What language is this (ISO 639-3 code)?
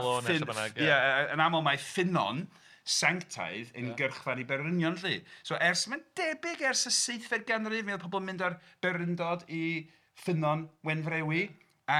cym